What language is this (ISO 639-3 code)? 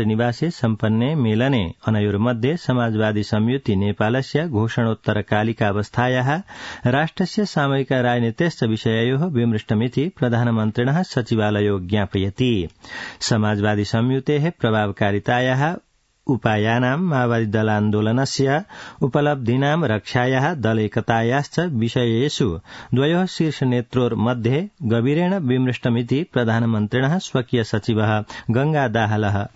san